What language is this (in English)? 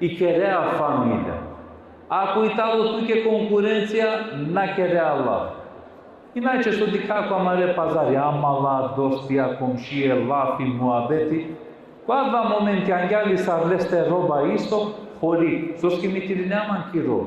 Balkan Romani